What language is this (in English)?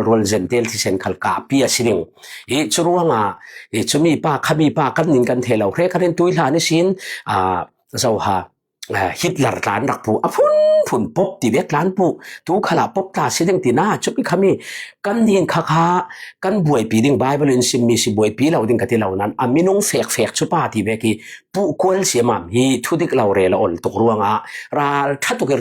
Falam Chin